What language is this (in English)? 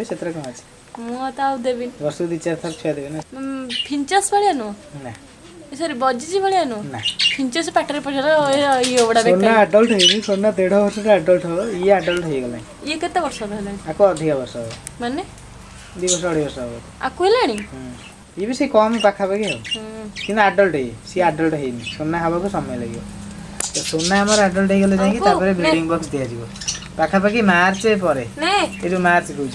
Odia